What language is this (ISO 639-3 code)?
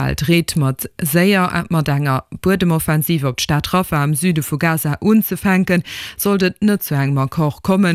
ltz